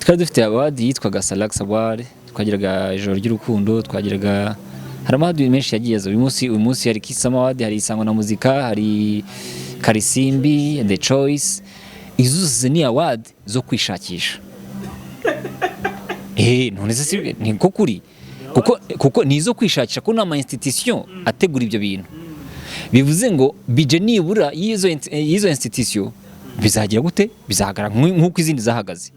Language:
Kinyarwanda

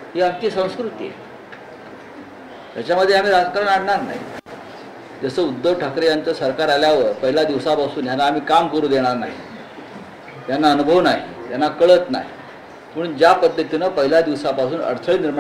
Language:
Marathi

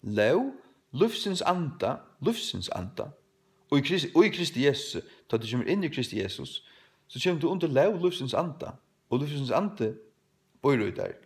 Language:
Faroese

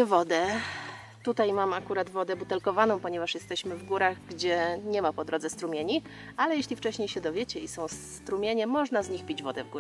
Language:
Polish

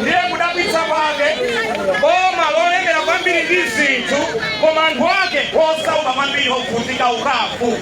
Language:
Nyanja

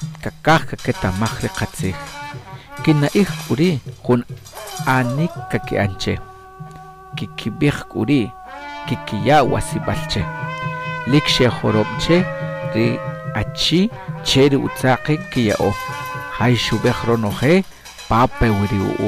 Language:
Achi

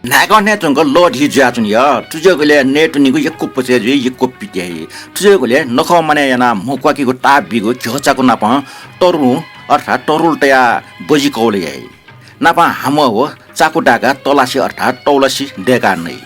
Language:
Newari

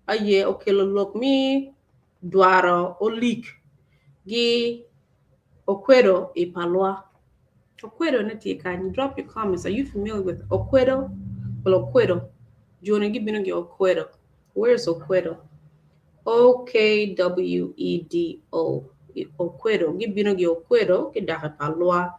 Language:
Acoli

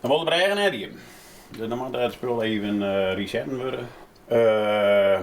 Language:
Western Frisian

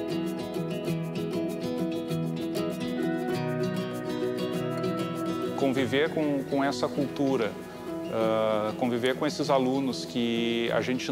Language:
Portuguese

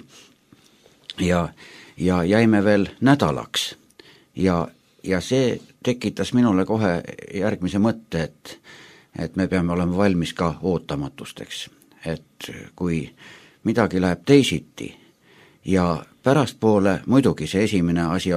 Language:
Estonian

